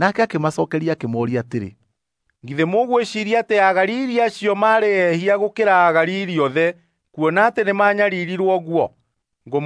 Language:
Kikuyu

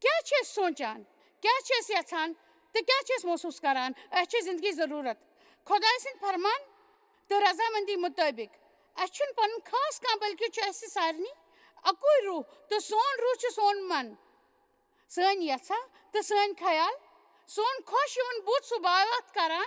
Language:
Kashmiri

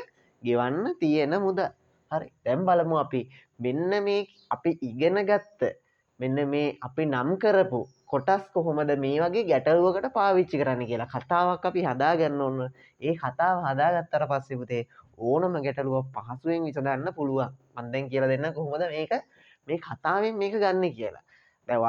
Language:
Sinhala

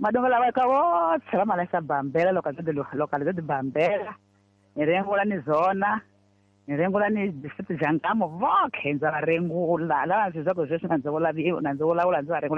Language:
Tsonga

